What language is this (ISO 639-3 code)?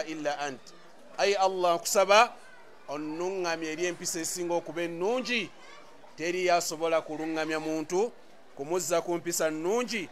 lug